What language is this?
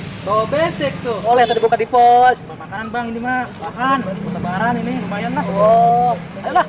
Betawi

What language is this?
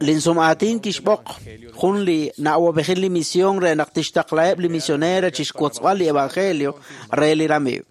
Kekchí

